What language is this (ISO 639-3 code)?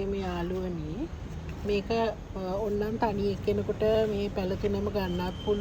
sin